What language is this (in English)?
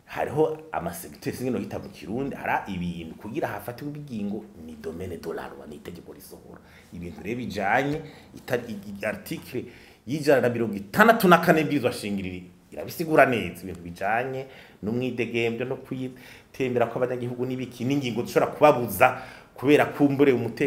Rundi